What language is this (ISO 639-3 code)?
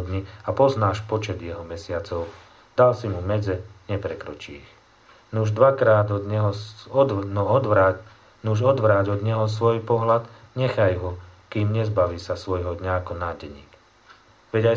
slk